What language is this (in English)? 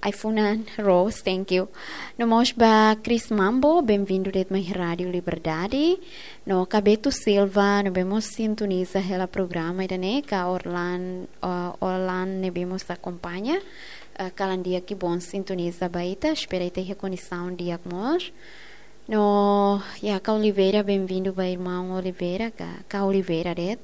Tetum